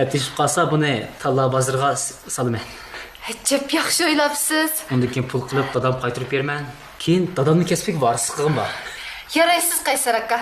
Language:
Uyghur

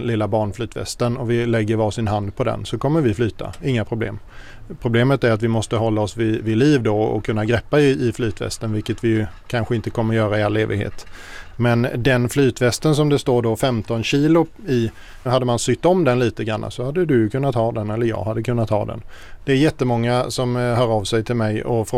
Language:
Swedish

